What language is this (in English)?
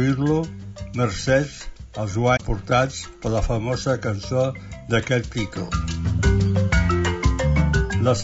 Catalan